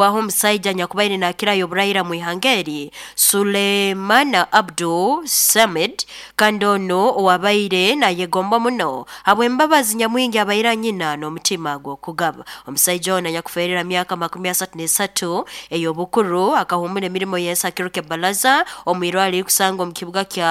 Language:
Nyankole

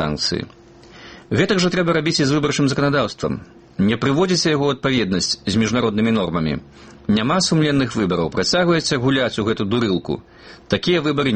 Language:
Belarusian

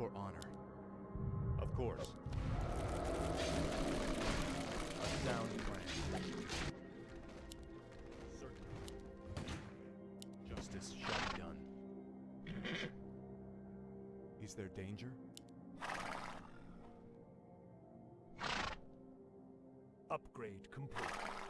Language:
English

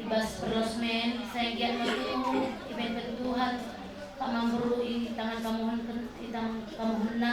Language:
Batak Karo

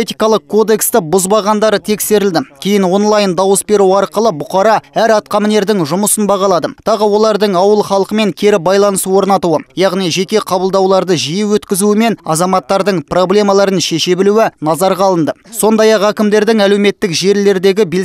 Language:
Kazakh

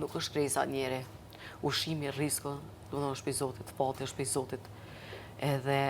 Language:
Albanian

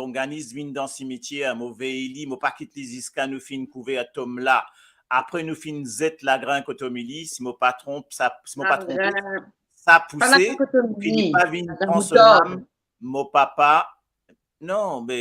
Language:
Morisyen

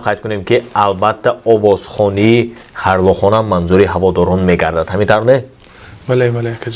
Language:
Tajik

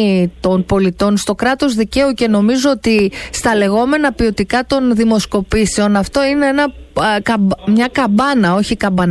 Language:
Greek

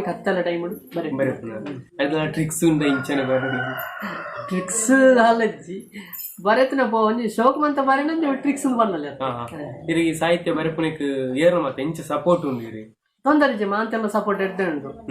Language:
Tulu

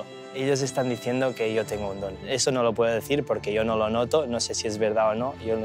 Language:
Spanish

